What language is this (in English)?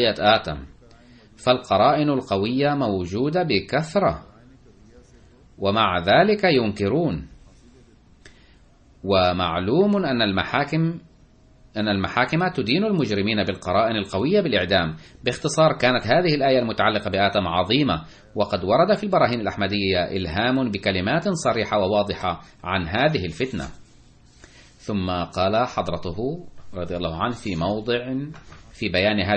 Arabic